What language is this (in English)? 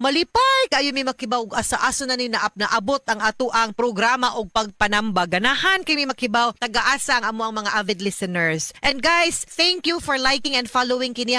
Cebuano